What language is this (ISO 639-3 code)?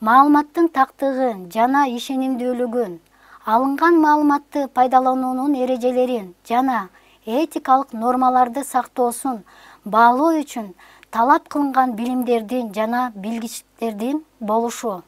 kir